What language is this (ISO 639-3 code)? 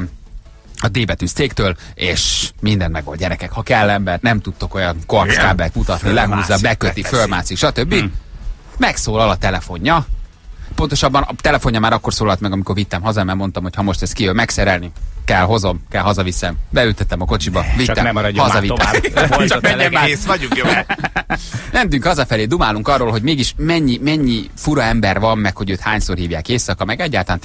hun